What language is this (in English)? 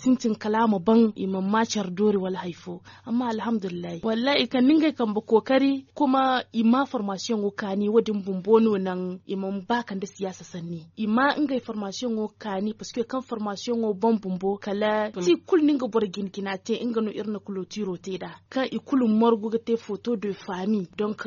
Zarma